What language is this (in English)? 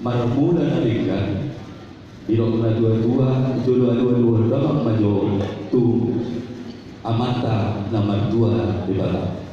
Batak Toba